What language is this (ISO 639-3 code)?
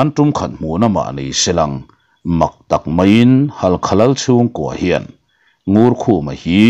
lus